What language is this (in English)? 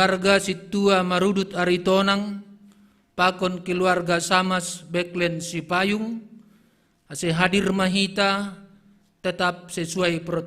Batak Simalungun